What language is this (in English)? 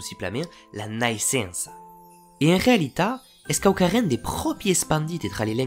Occitan